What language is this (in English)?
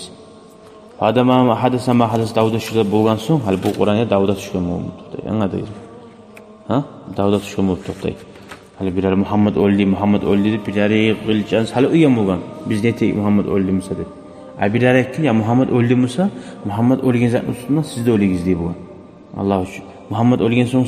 Kumyk